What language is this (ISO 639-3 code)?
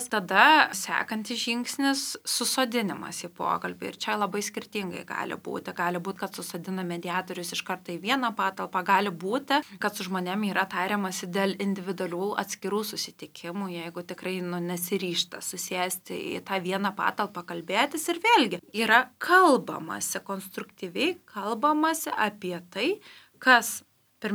lit